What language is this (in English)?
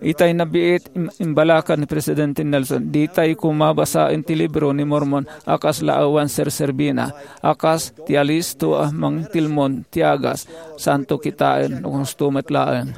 Iloko